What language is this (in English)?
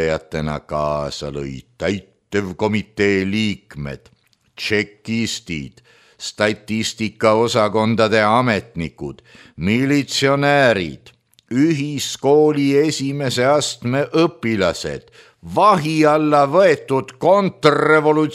Estonian